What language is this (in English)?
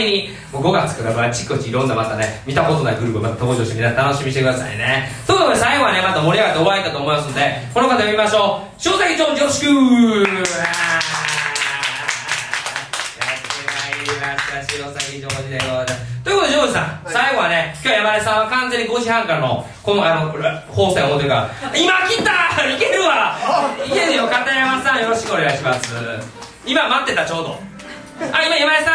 Japanese